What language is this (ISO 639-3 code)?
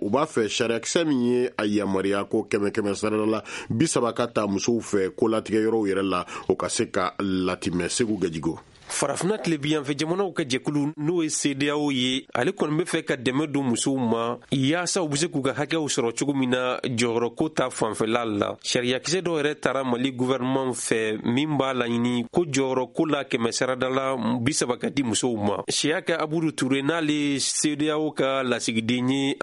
bam